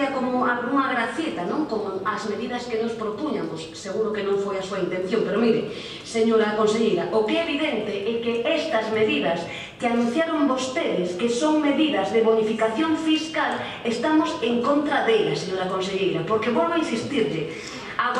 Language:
Galician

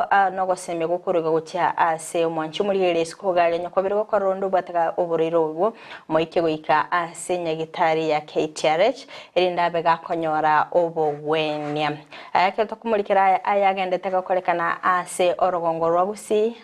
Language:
Gusii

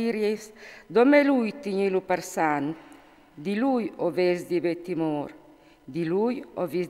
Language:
Friulian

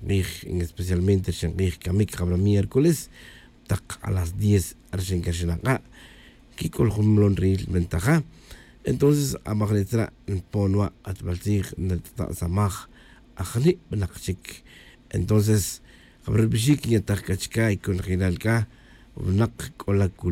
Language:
Tz'utujil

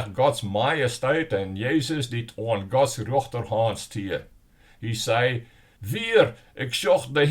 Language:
Western Frisian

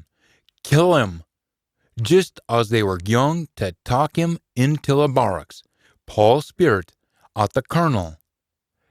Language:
Scots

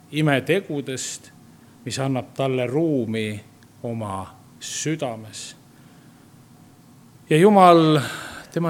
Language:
Estonian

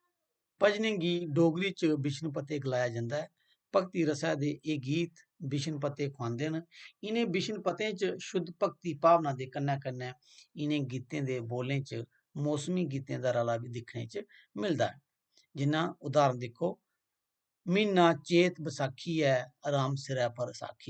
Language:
Dogri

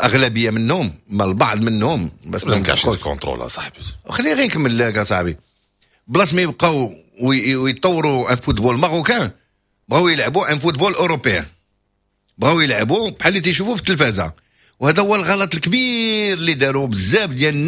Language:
Moroccan Arabic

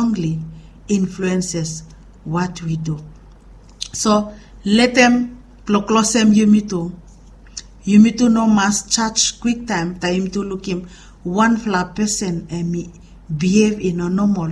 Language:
Bislama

